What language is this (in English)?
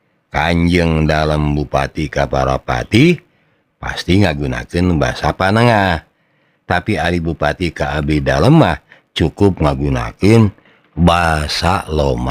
Sundanese